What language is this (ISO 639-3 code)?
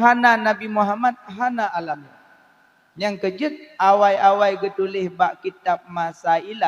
ace